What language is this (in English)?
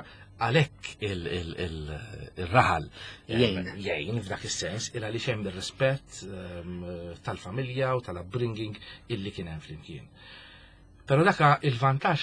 Maltese